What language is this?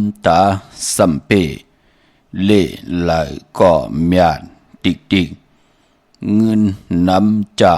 Shan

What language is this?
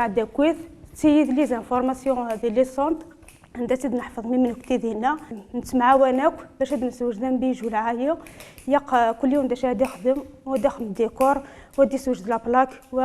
Kabyle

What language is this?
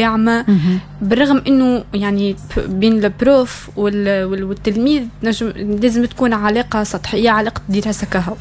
Tunisian Arabic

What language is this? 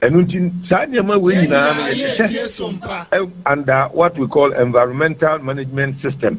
Akan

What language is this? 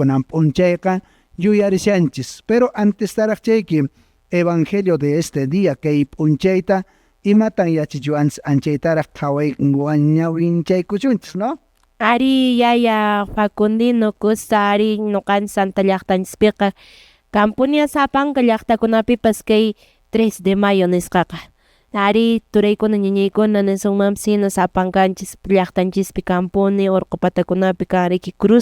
Quechua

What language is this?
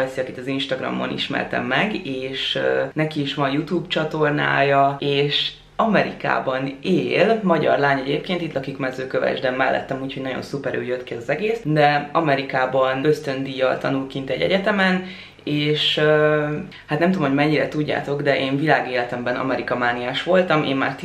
Hungarian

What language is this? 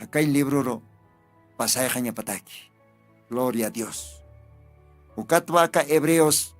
Aymara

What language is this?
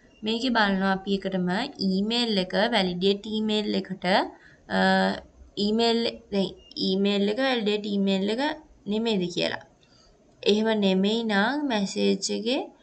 Sinhala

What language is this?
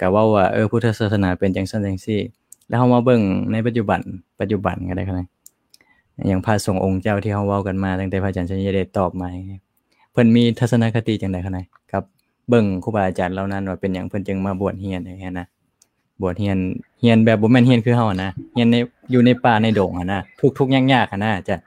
Lao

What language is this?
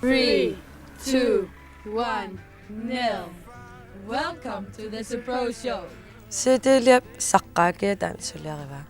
Kalaallisut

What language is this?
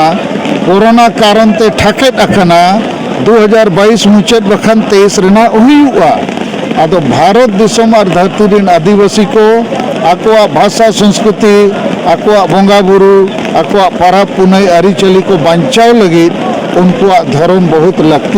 Santali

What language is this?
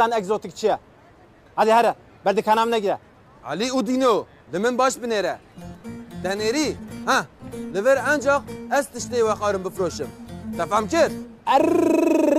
Kurdish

